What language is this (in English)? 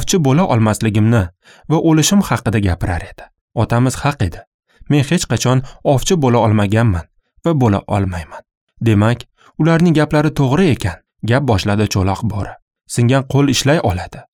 Uzbek